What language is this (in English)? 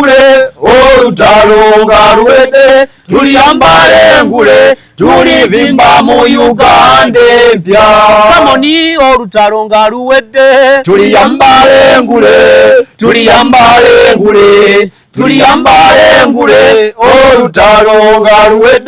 Ganda